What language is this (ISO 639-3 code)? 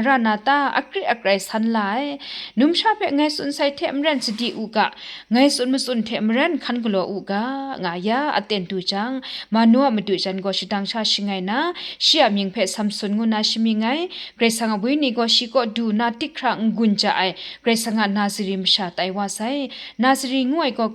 kac